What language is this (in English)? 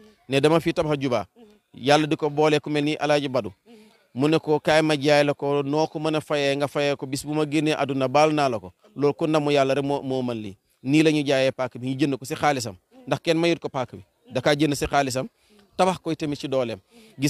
Wolof